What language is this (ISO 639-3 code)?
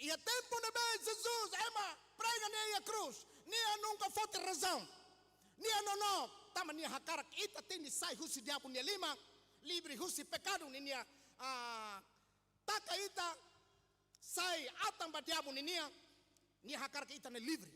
tet